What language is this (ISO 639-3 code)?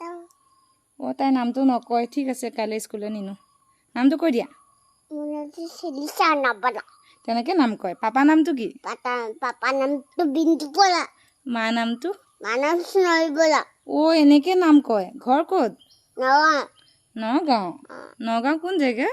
asm